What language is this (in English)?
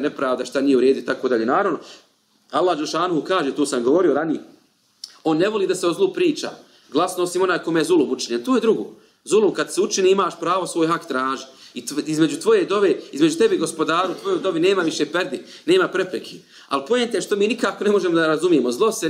Bosnian